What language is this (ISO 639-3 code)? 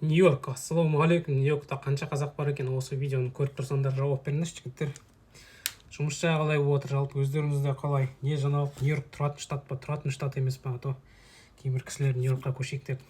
kaz